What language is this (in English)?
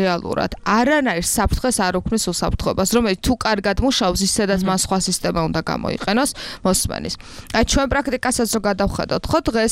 Georgian